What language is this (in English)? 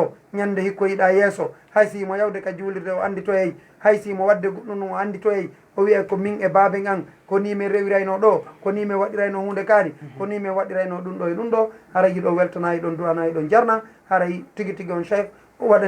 Fula